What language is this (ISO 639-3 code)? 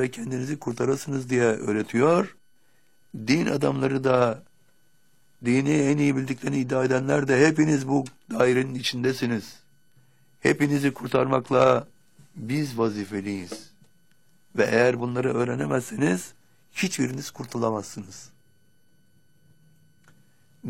tur